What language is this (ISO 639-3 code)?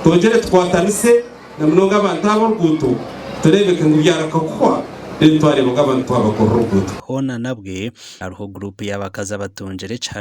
nyn